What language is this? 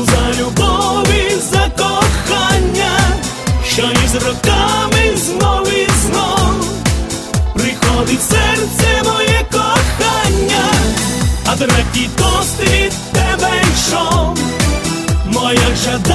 Ukrainian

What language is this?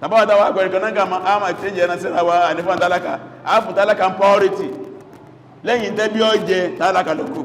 Yoruba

